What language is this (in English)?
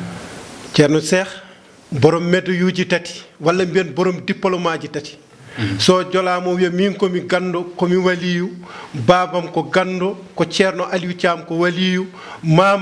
Fula